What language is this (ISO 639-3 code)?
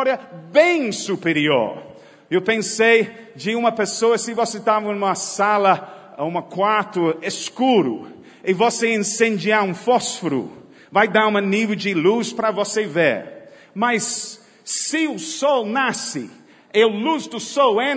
por